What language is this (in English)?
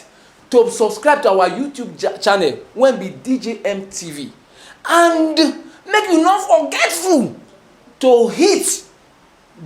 Nigerian Pidgin